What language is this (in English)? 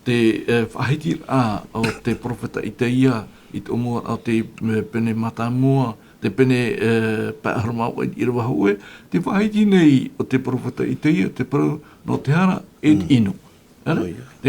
Tahitian